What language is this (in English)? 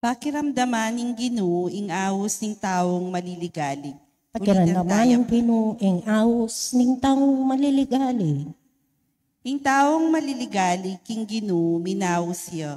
Pampanga